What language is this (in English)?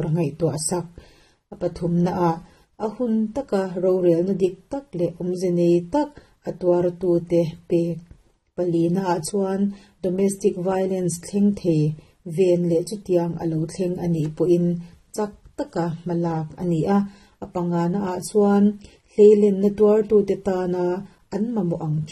Mizo